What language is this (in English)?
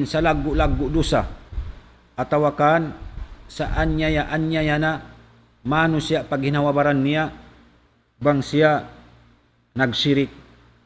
Tausug